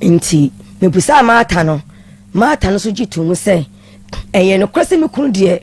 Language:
Akan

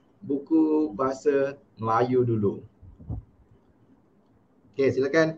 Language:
Malay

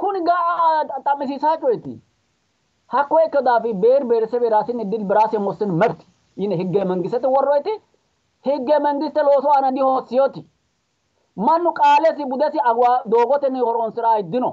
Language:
Sidamo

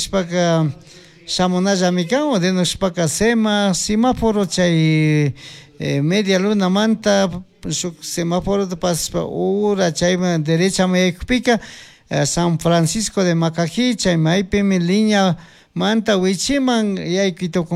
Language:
Chimborazo Highland Quichua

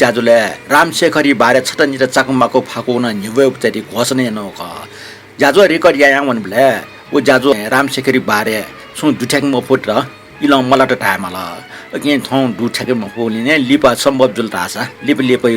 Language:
Newari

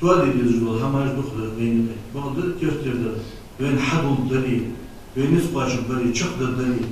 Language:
Ingush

